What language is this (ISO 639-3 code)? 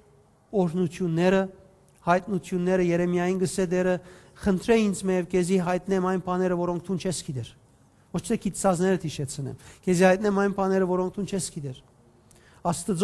hyw